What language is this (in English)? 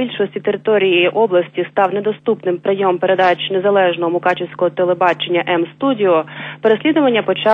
Ukrainian